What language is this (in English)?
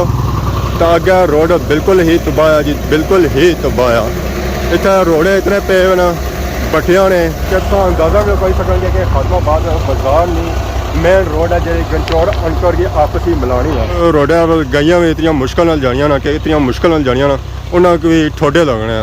Pahari-Potwari